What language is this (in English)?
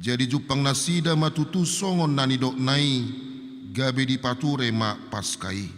Batak Toba